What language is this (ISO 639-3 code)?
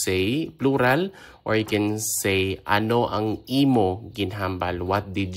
hil